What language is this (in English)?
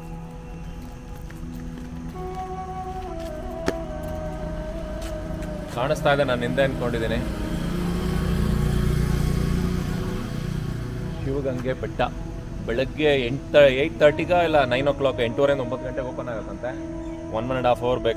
Kannada